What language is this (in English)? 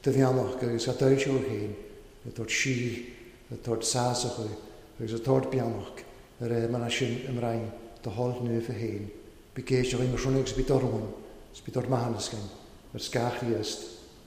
Welsh